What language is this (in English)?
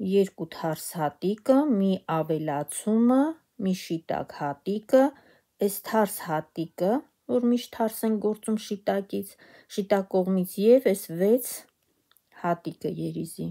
Armenian